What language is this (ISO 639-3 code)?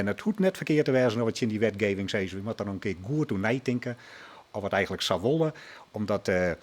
fry